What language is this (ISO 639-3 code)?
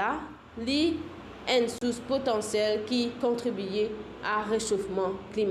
mfe